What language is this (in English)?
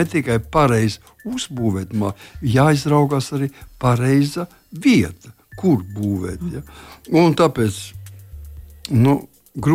Latvian